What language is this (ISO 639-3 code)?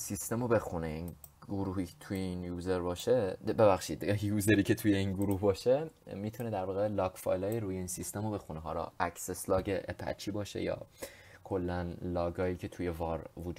fas